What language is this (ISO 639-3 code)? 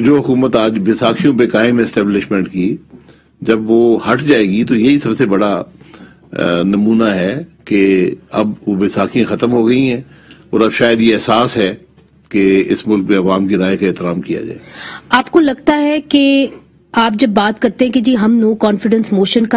urd